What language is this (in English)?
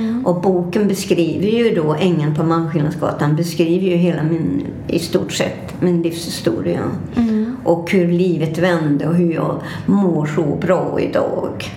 Swedish